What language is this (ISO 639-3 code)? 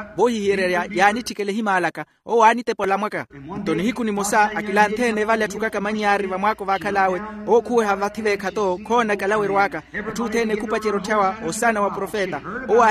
vmw